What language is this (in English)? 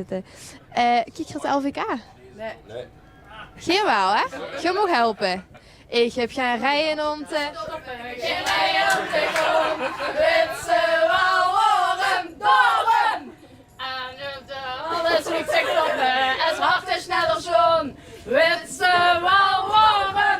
Limburgish